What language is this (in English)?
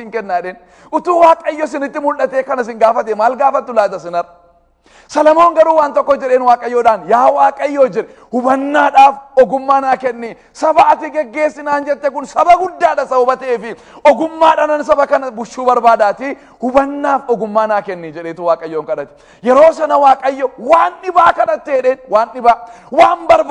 Oromo